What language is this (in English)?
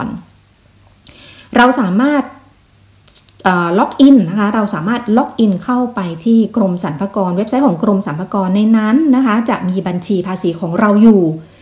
Thai